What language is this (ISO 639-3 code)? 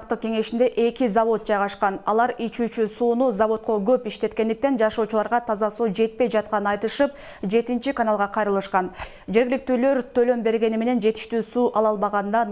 kir